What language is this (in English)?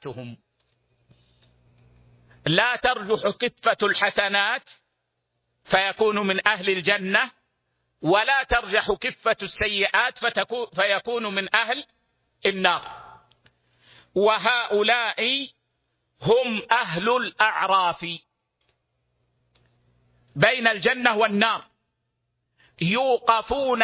Arabic